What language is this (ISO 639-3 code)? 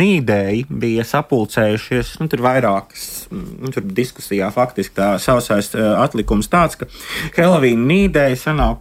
lav